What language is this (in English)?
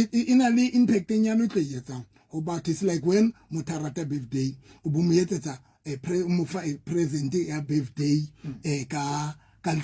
Southern Sotho